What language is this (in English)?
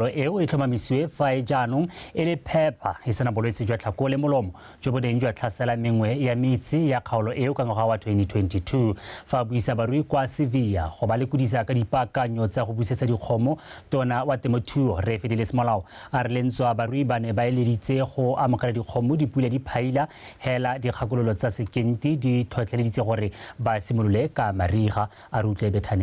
Tswana